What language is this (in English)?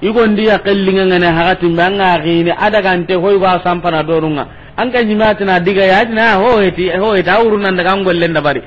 Soninke